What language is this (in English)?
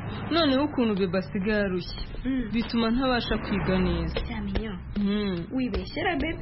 Kinyarwanda